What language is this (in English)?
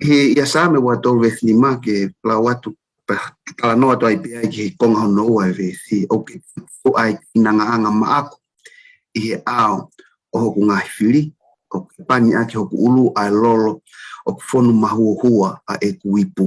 Tongan